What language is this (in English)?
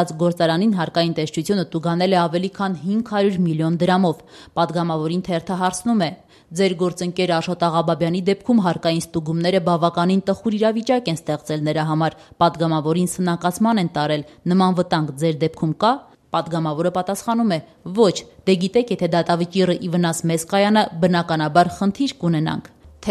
Armenian